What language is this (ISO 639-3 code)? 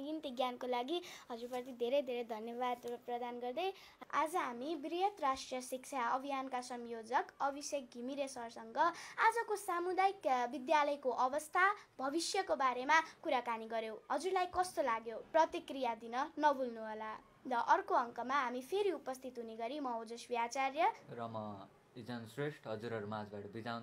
nep